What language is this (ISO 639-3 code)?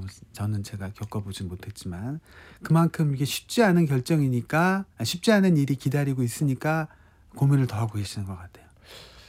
kor